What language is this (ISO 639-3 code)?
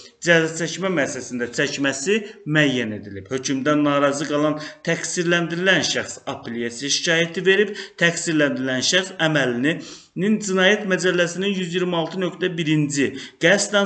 aze